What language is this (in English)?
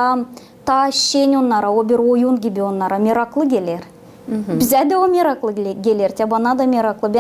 Gagauz